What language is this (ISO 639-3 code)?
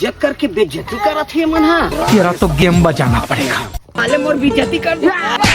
hne